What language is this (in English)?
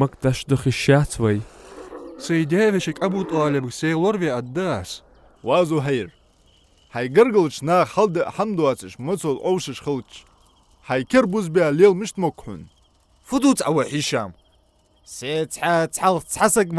Ingush